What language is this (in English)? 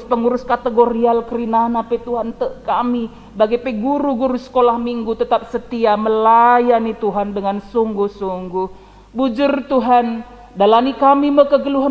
Batak Karo